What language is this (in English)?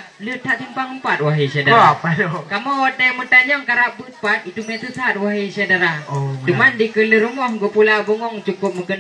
Achinese